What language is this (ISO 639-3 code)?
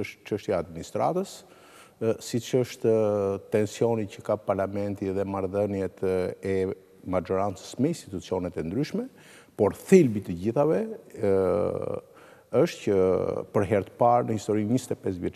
sqi